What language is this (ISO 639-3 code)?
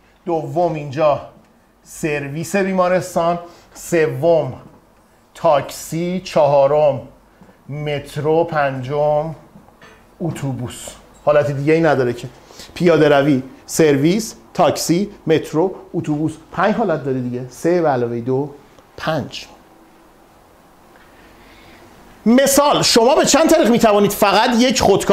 fas